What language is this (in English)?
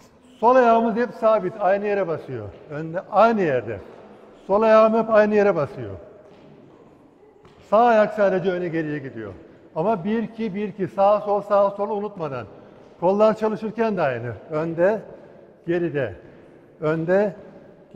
Turkish